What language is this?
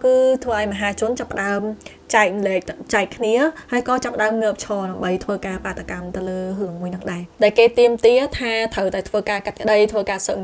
Khmer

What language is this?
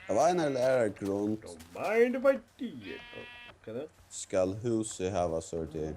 Faroese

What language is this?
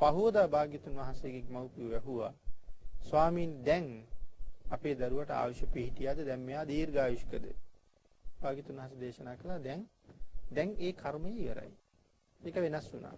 Sinhala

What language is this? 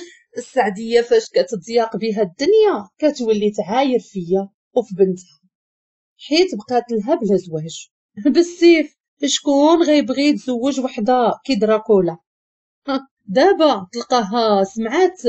Moroccan Arabic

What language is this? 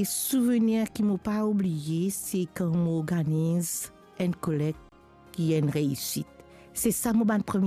Morisyen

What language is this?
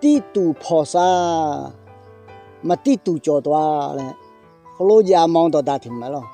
Akha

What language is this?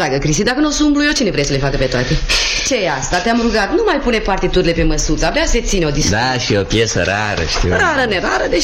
Romanian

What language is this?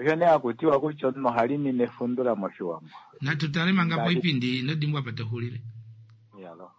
Kuanyama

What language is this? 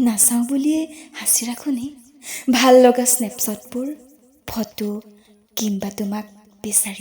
Assamese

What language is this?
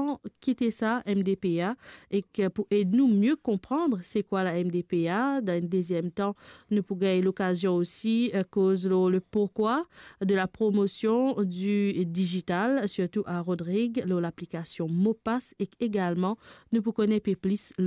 Morisyen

